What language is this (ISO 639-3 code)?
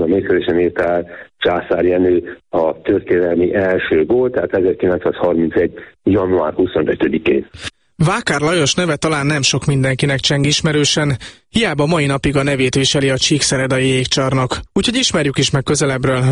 hun